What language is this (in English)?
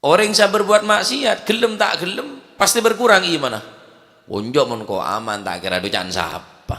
Madurese